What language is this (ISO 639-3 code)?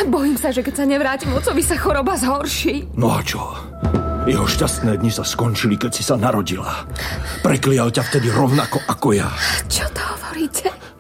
slk